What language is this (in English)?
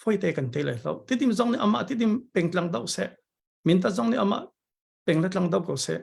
Hakha Chin